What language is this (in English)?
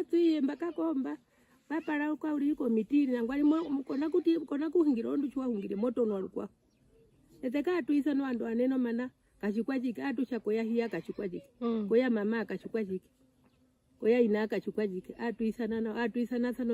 Herero